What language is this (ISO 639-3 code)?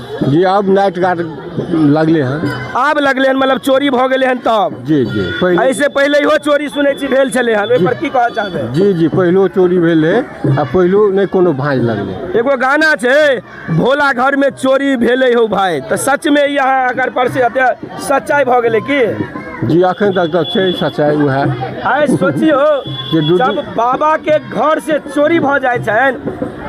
mai